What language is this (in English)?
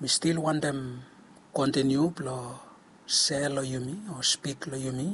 Bislama